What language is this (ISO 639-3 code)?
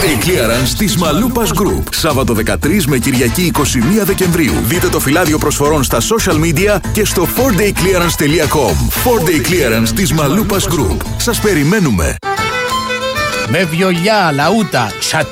ell